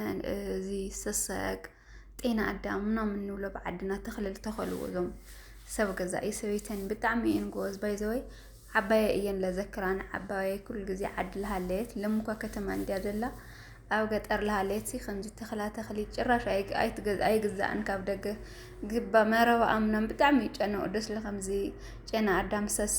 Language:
Tigrinya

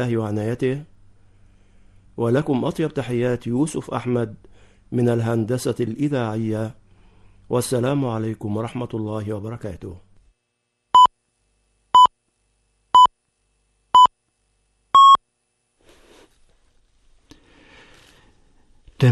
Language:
Arabic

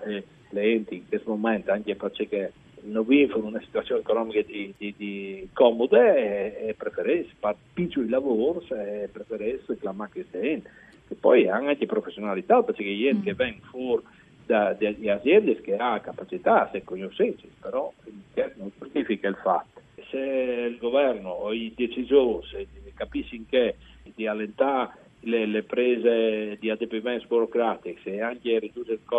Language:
Friulian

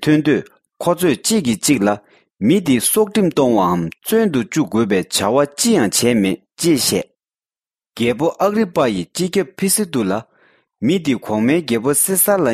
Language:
Tibetan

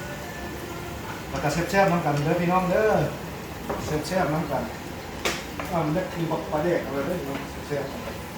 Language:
Lao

